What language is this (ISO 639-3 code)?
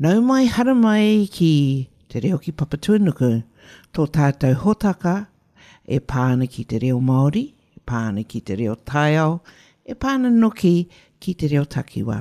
mri